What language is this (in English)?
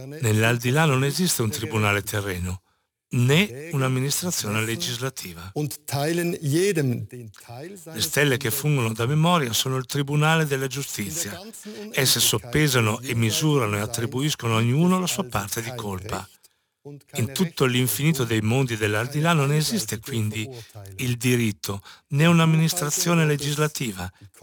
Italian